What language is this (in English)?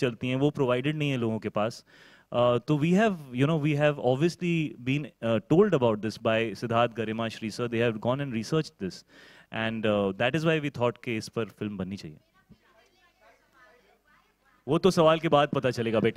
Hindi